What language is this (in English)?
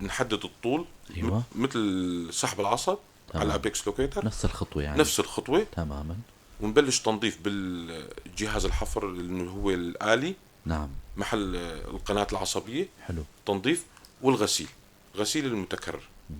North Levantine Arabic